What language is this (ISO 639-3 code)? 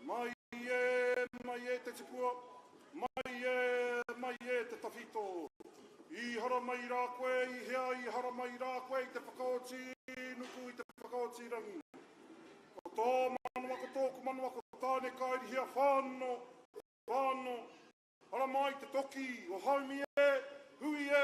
mri